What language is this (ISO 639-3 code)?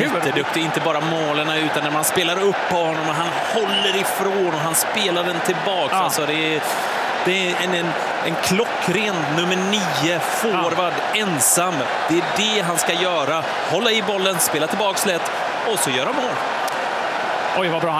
swe